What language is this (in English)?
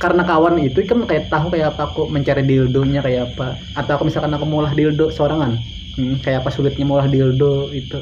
Banjar